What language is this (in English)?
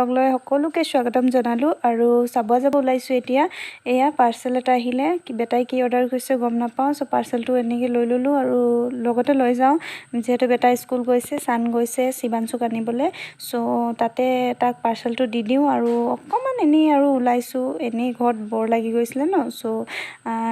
Assamese